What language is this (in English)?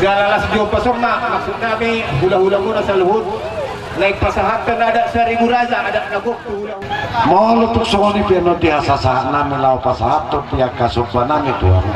Batak Toba